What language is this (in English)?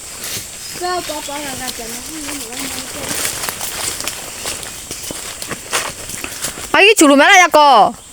Lahu Shi